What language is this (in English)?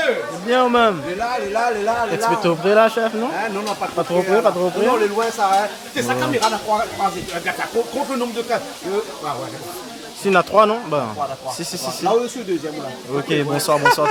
Réunion Creole French